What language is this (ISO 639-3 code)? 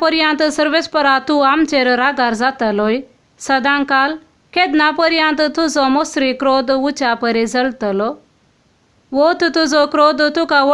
kok